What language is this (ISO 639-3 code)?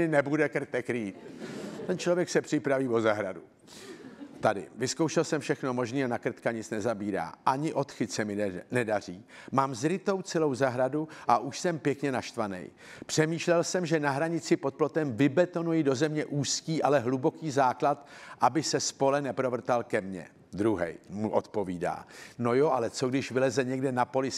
ces